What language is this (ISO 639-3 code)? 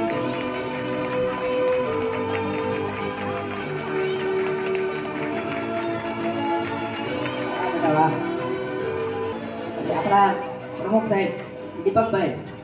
guj